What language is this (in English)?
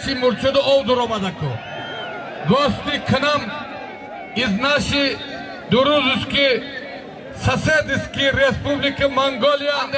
Tajik